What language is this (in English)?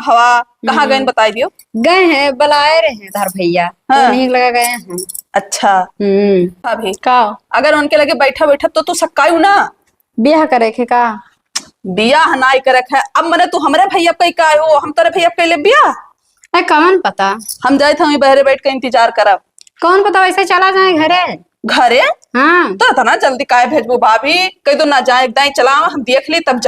Awadhi